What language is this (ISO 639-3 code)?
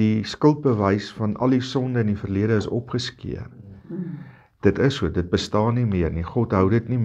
afr